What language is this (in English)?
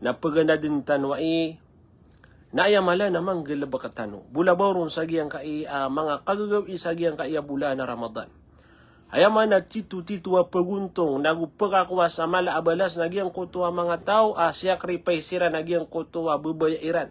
Maranao